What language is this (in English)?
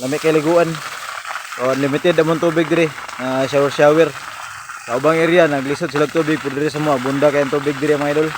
Cebuano